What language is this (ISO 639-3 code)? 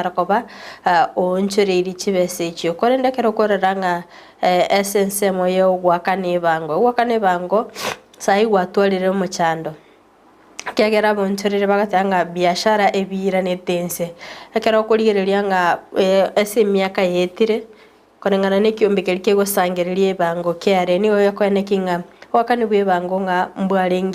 guz